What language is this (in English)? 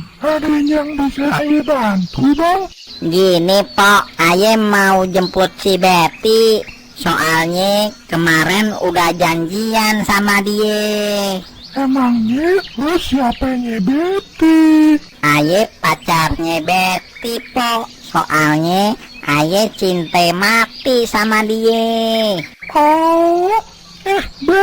Betawi